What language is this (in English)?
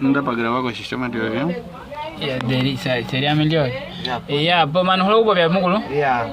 Nyaneka